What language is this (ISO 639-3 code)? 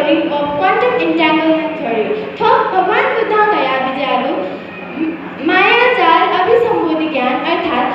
new